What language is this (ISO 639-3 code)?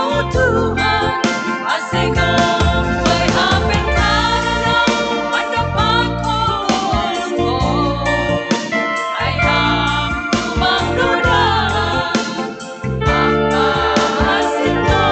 bts